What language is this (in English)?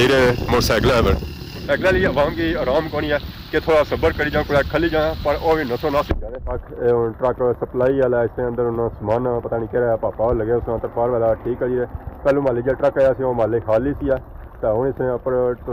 Pahari-Potwari